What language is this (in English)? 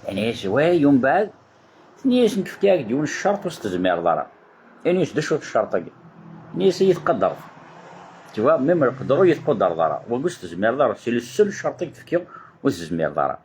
Kabyle